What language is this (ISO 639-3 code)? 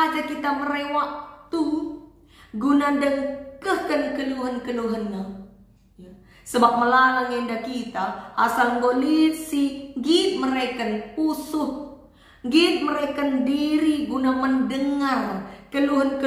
btx